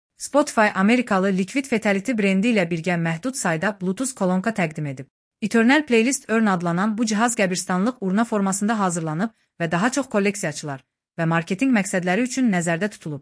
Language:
Azerbaijani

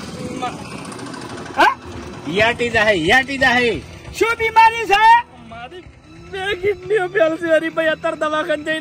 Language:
Gujarati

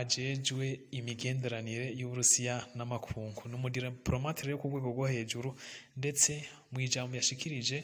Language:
Rundi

